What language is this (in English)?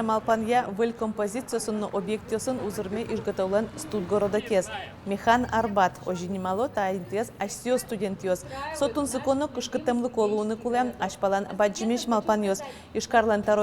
Udmurt